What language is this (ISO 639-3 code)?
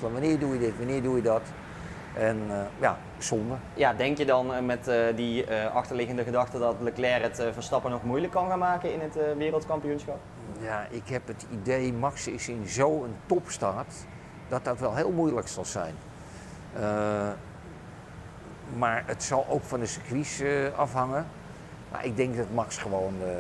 nld